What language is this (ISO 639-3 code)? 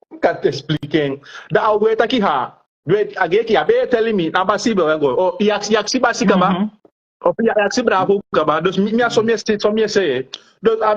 srn